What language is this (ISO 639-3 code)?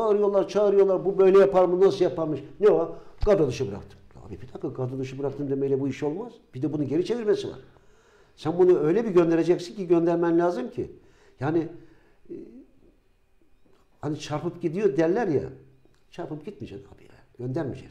tur